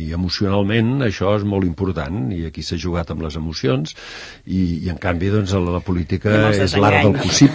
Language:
Catalan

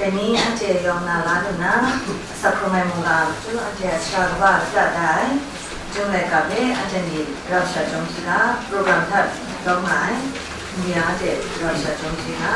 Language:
Kachin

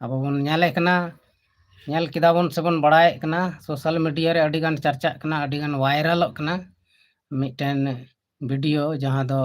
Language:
Santali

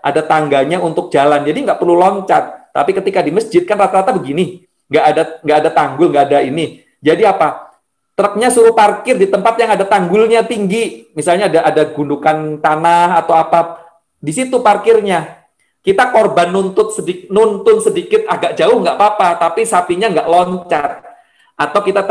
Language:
Indonesian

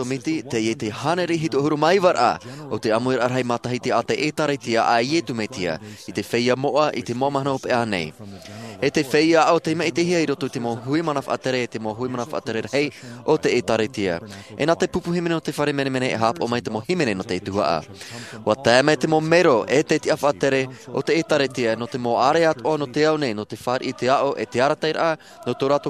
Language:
Tahitian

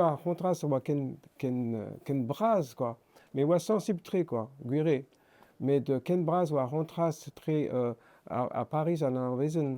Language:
Breton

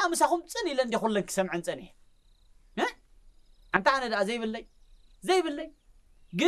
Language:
Tigrinya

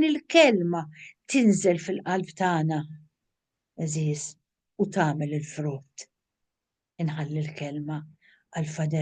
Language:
Maltese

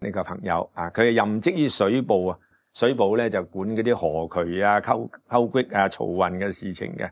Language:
Cantonese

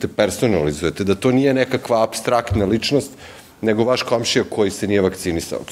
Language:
Serbian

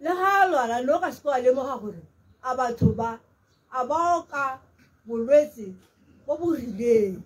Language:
Tswana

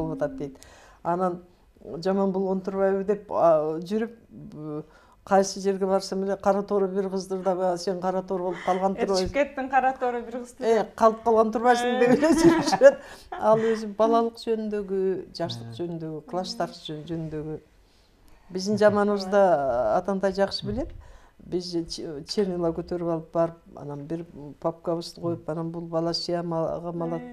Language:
Kyrgyz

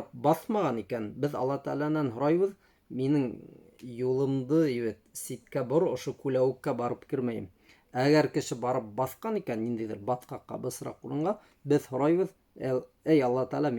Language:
Bashkir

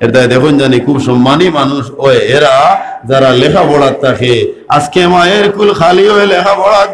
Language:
Sylheti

